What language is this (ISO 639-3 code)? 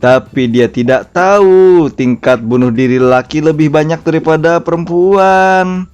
bjn